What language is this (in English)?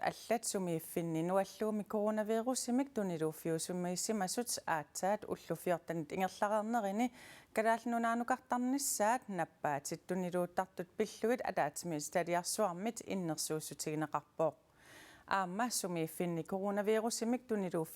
Kalaallisut